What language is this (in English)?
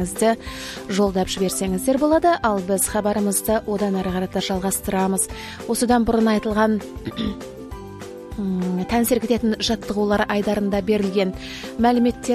Kazakh